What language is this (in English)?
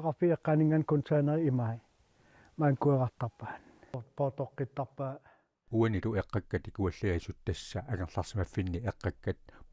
Kalaallisut